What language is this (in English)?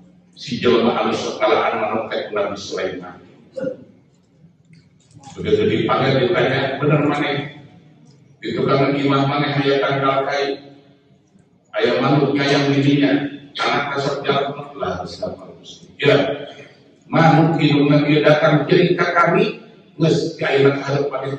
Sundanese